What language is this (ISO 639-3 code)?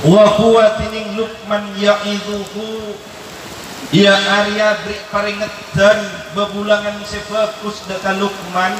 mad